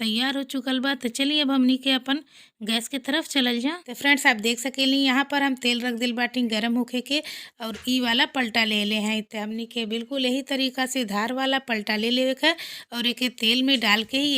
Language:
Bhojpuri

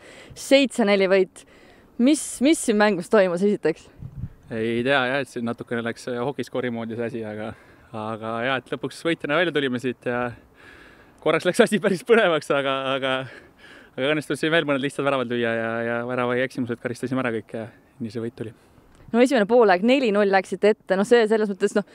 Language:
Estonian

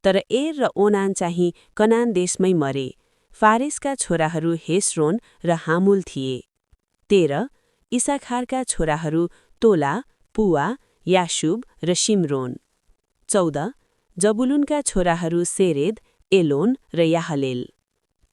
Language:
Nepali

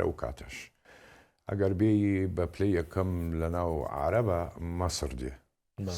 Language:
Central Kurdish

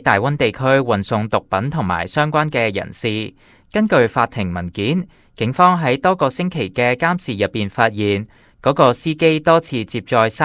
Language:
Cantonese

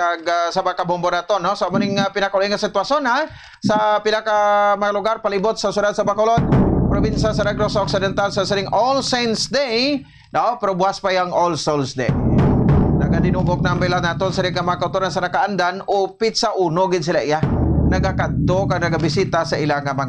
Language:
Hiligaynon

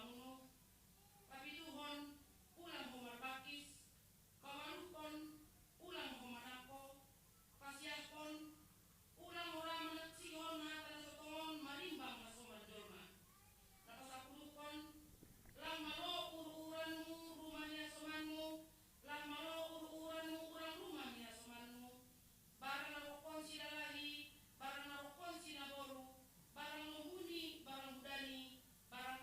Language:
Batak Simalungun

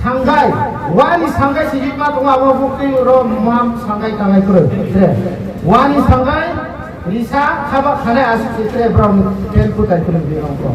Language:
Riang (India)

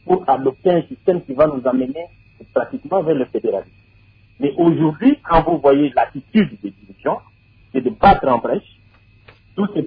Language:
French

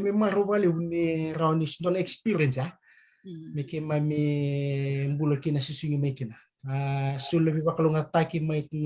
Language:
Fijian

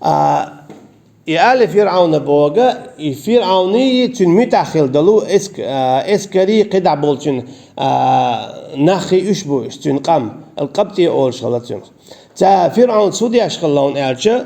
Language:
Chechen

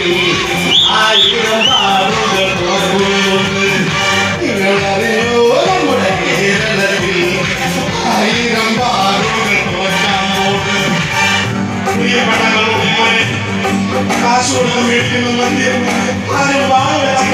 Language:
Malayalam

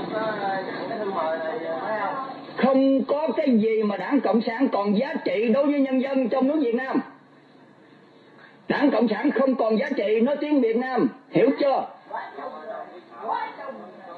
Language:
Vietnamese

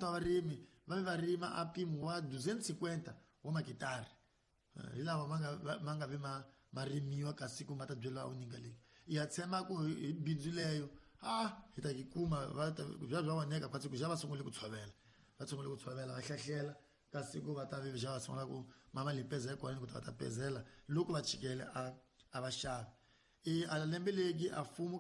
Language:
Tsonga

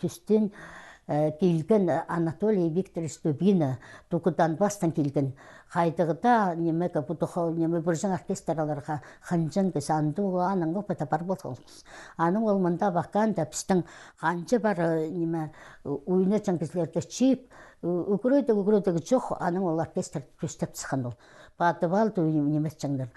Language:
Khakas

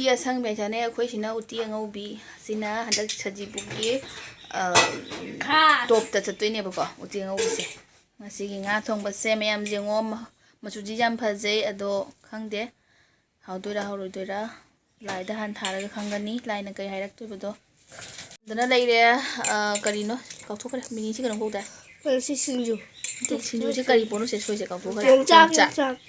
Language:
Manipuri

